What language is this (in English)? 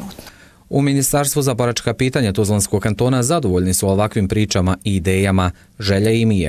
Bosnian